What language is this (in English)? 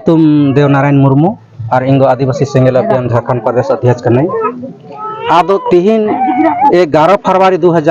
Santali